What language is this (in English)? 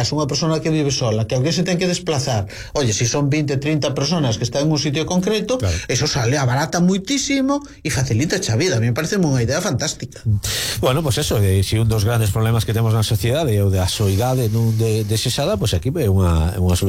Galician